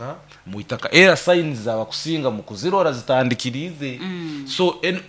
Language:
Nyoro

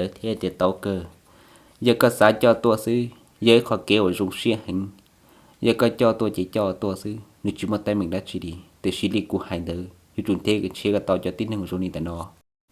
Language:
Hmong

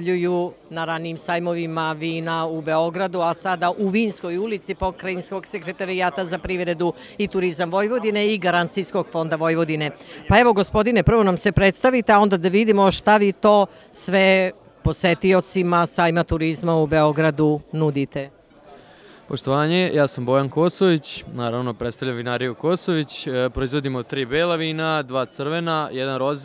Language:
Serbian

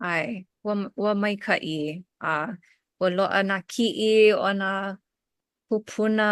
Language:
Hawaiian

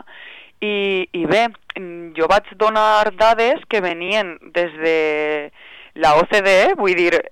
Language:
Catalan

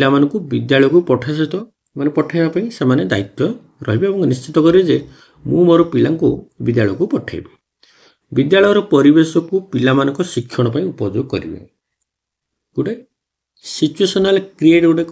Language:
Odia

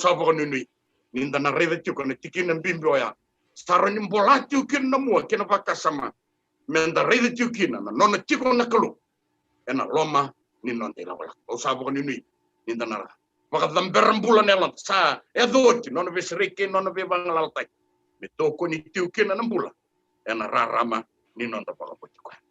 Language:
Fijian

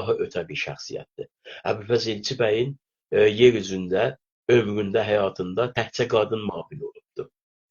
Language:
South Azerbaijani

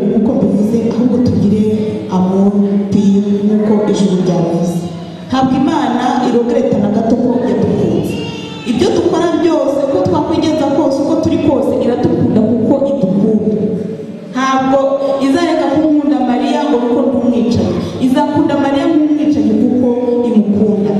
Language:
Kinyarwanda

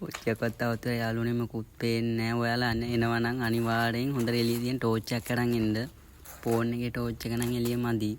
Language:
Sinhala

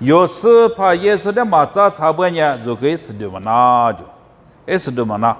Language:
Lisu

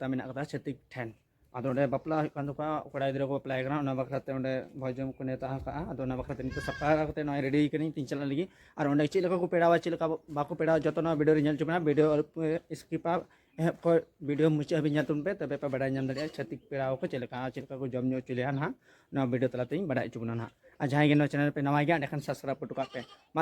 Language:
Santali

